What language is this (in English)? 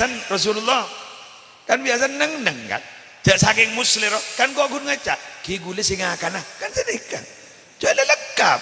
Madurese